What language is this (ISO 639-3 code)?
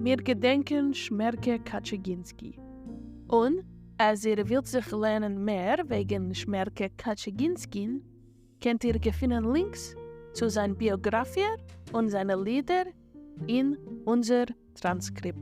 yid